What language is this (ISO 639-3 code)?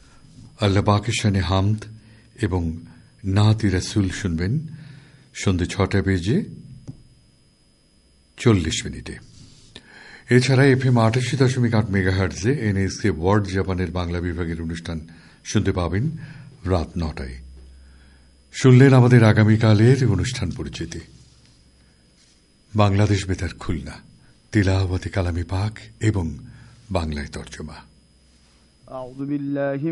ben